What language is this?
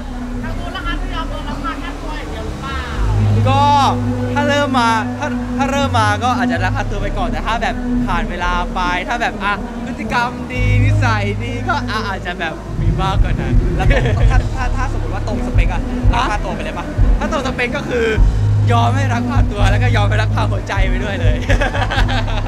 Thai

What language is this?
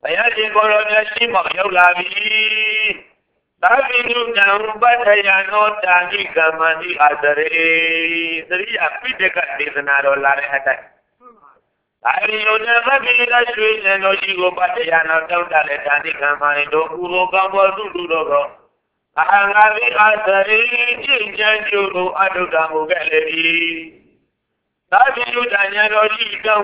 Burmese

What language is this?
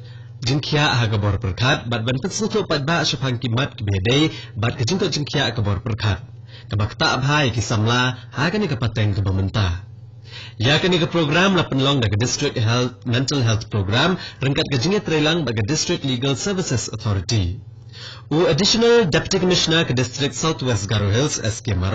Khasi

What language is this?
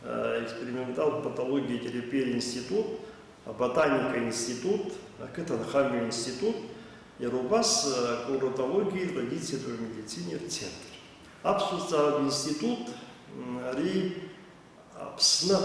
Abkhazian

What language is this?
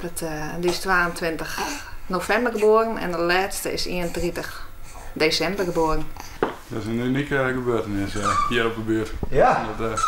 Western Frisian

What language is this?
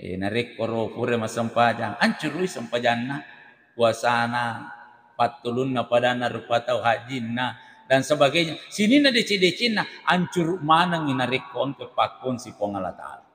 Buginese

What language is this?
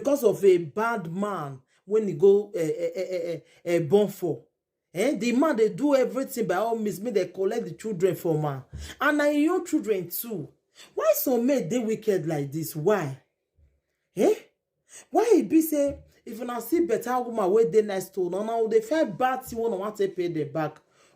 Nigerian Pidgin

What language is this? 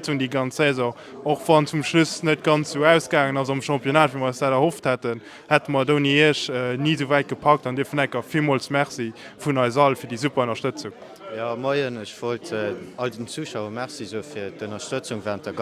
Luxembourgish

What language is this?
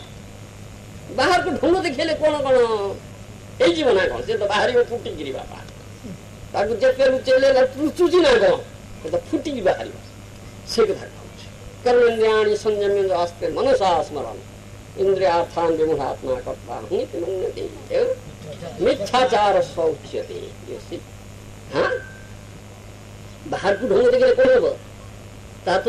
Odia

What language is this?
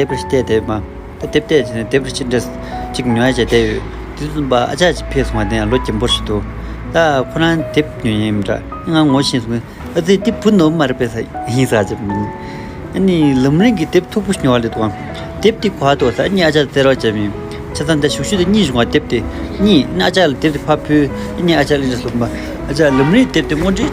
Tibetan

